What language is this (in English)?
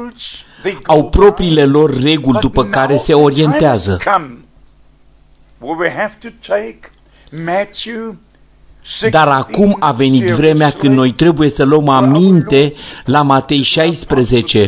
Romanian